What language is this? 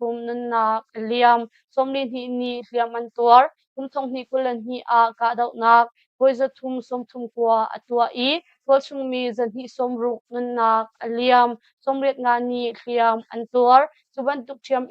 Hakha Chin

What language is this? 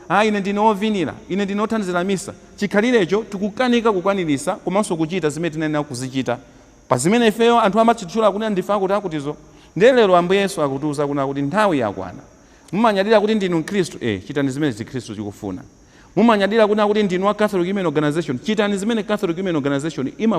Nyanja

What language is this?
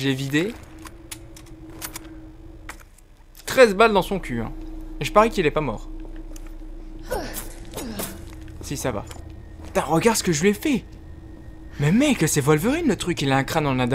French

